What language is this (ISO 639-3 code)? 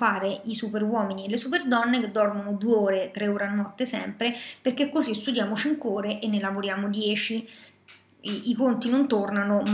ita